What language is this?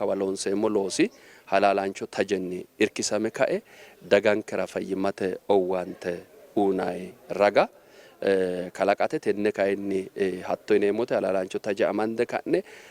Sidamo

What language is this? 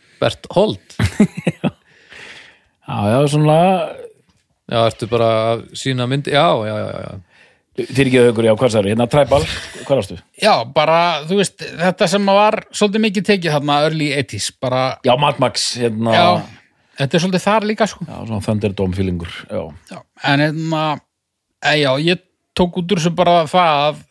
Icelandic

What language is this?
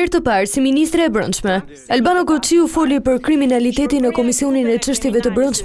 Albanian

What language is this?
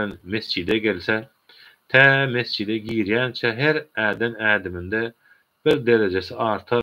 Turkmen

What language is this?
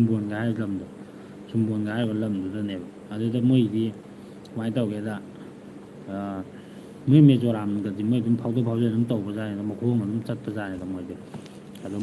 Manipuri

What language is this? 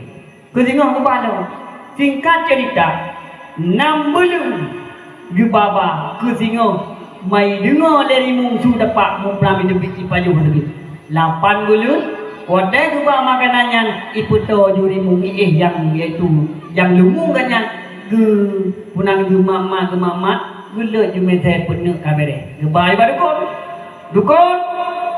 Achinese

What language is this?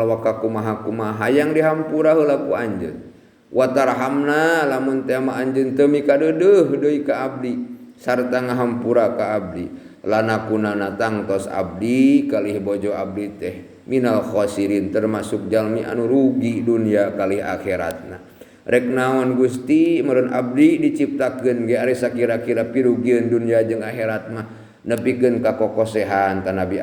Sundanese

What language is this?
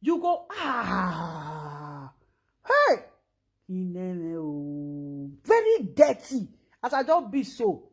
Nigerian Pidgin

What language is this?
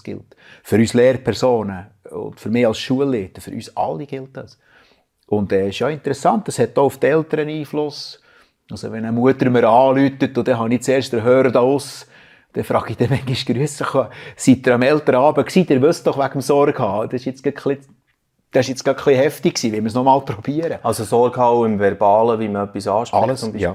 Swiss German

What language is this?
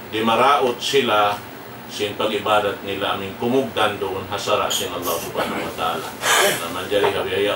Tausug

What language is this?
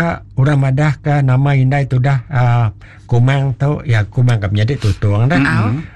Iban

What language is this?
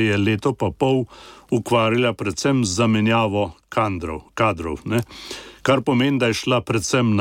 Slovenian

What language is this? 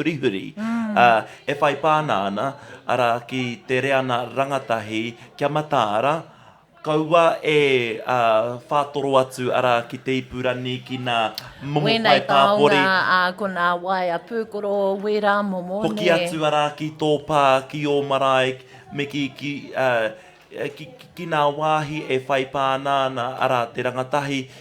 Māori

